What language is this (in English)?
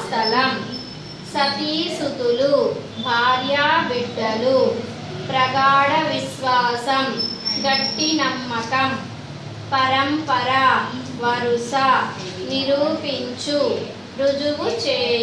Telugu